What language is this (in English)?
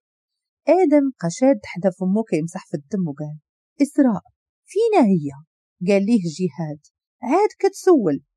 Moroccan Arabic